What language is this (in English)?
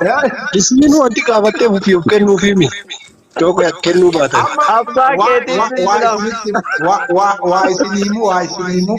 Oromo